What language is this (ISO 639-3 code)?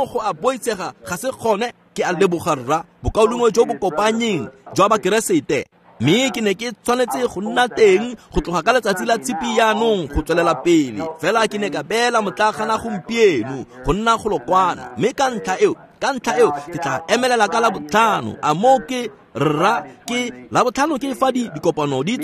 tsn